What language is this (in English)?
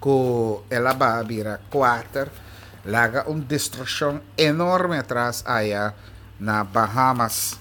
Papiamento